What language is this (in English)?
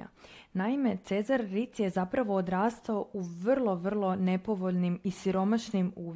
Croatian